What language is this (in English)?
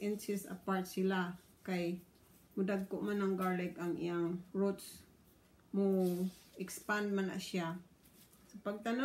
Cebuano